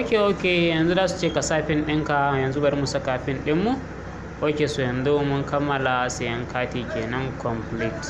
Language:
Hausa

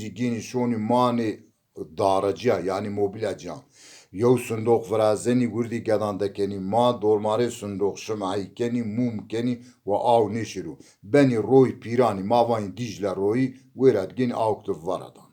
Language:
Zaza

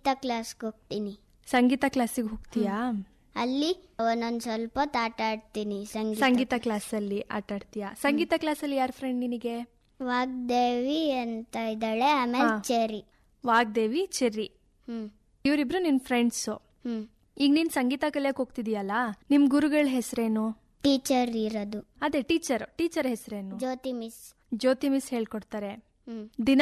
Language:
Kannada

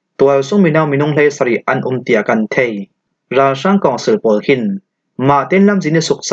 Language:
Falam Chin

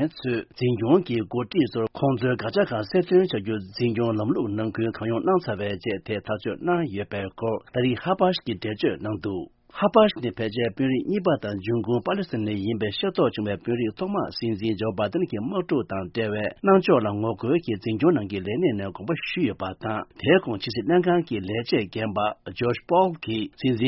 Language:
Tibetan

